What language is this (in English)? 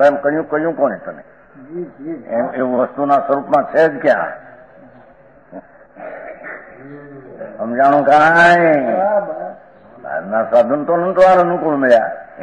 Gujarati